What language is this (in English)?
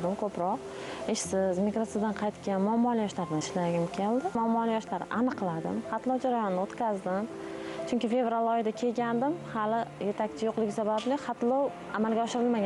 Uzbek